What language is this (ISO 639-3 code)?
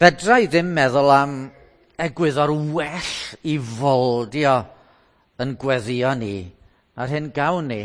cym